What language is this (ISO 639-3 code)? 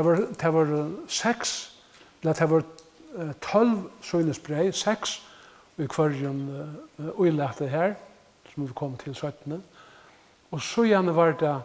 fao